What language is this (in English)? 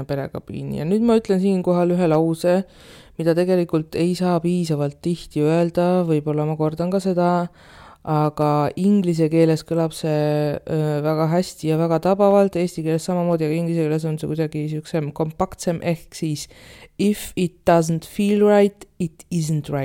Estonian